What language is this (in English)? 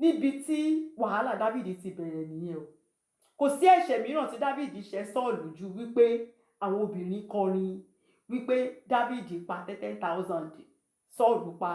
Yoruba